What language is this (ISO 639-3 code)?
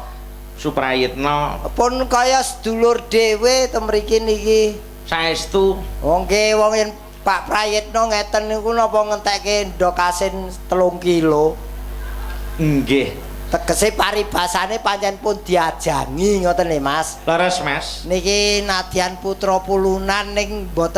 jav